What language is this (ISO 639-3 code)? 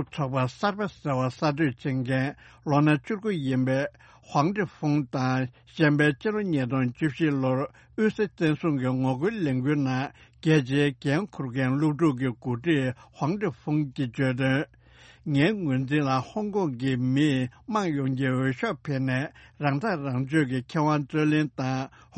bod